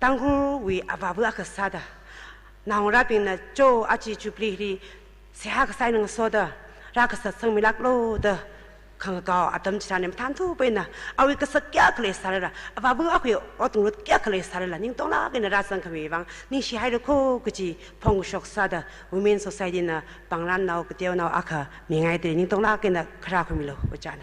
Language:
Tangkhul Naga (India)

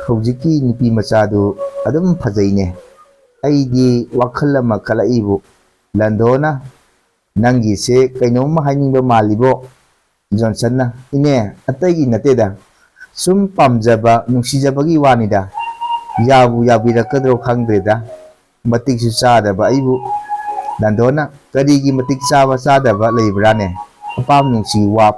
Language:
Manipuri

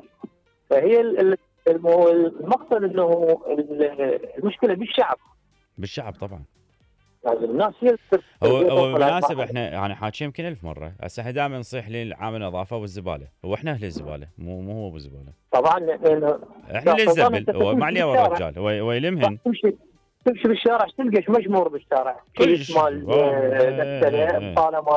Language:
Mesopotamian Arabic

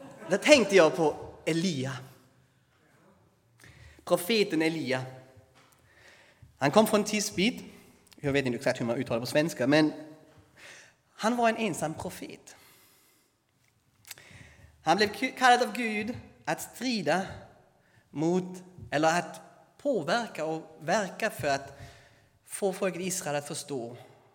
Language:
Swedish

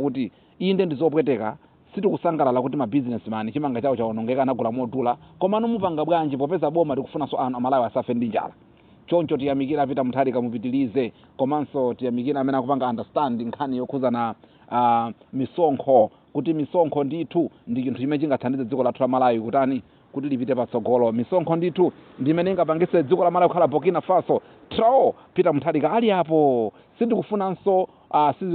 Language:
Nyanja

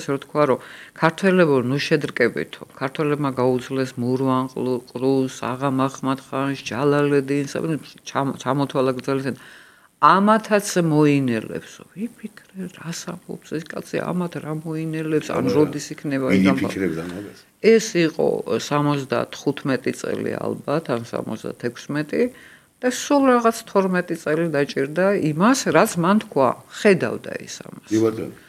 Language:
Georgian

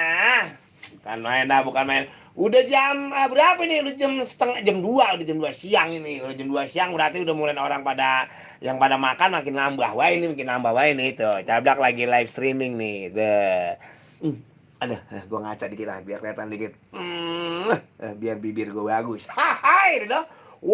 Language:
Betawi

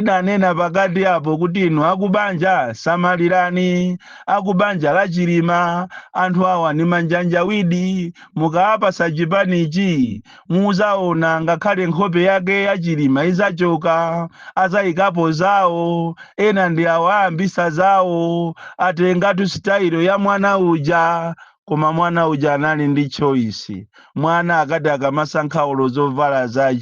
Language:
Nyanja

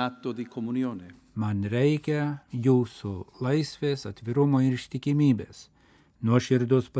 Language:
Lithuanian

